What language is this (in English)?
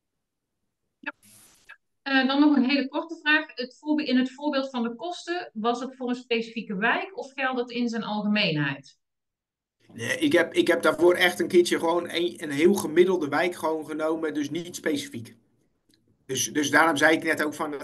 Dutch